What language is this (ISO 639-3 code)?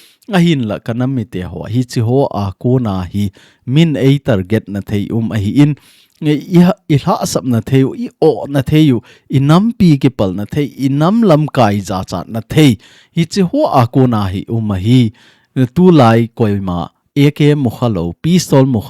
tcz